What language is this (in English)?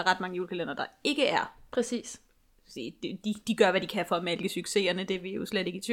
Danish